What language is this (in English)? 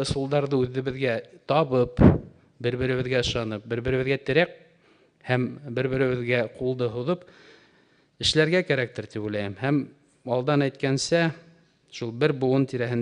Bashkir